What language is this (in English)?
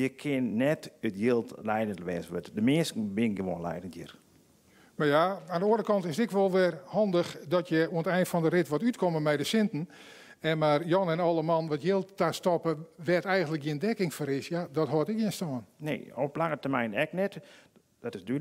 Western Frisian